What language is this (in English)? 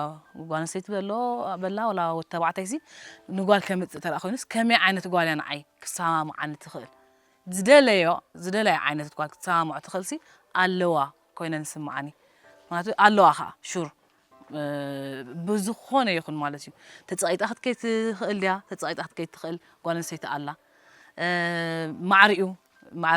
Tigrinya